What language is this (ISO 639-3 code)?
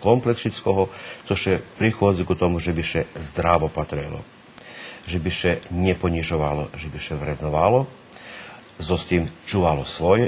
rue